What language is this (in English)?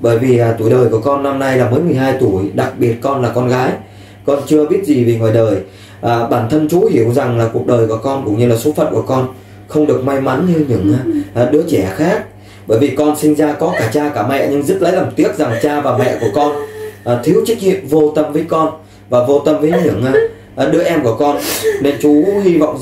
Vietnamese